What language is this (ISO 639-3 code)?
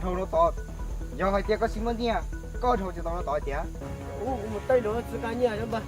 hmn